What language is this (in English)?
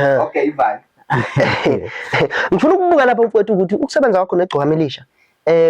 Zulu